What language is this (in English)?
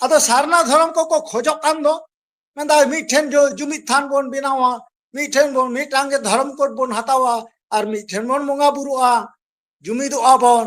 Santali